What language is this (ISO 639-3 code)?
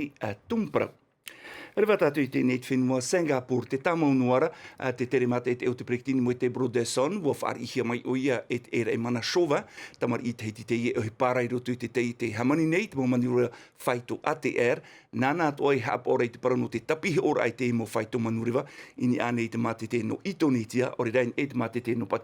tah